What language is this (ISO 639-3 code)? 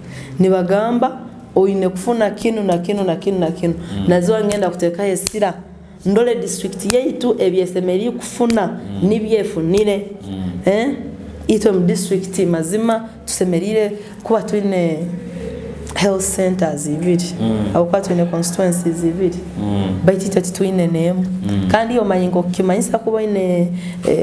nyo